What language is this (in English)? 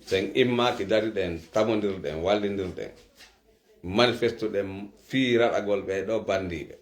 Pular